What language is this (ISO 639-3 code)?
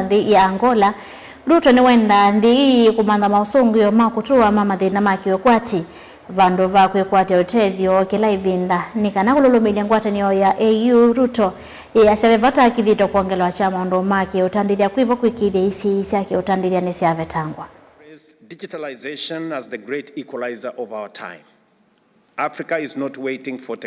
kam